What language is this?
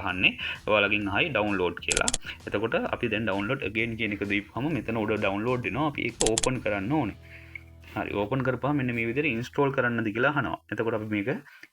Sinhala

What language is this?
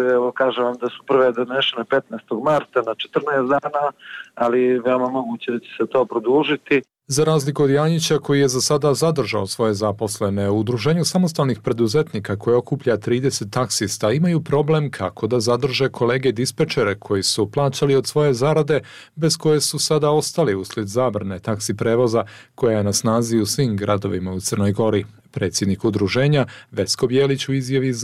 Serbian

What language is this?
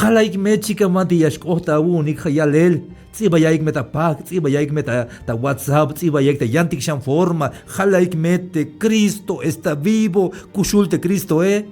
Tzeltal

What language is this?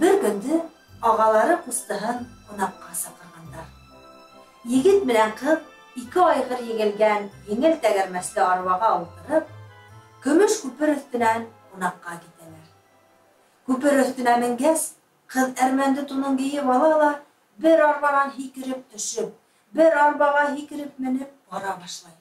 Bashkir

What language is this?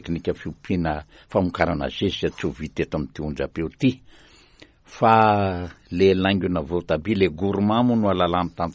Malagasy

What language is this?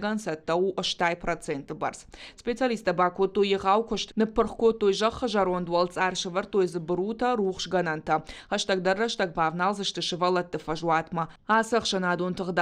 Ossetic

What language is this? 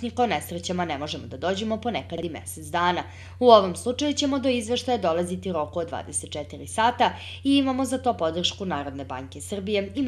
Serbian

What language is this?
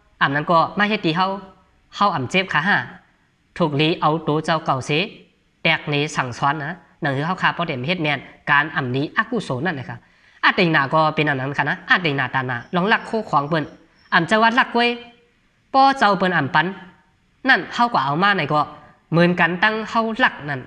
Shan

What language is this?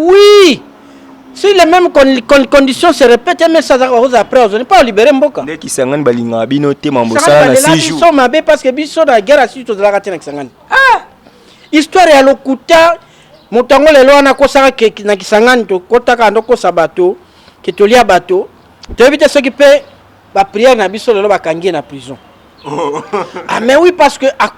Lingala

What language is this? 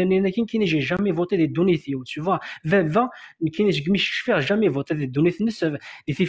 Kabyle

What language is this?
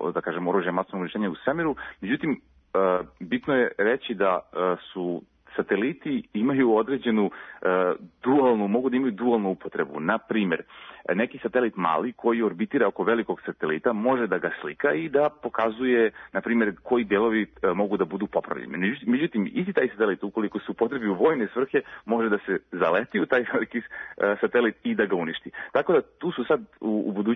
Serbian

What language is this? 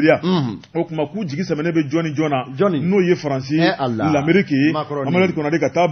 Bambara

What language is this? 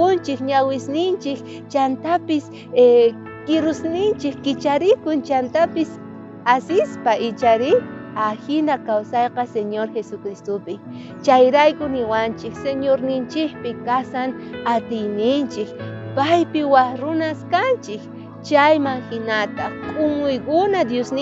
South Bolivian Quechua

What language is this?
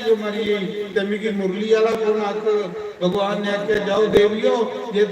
Dogri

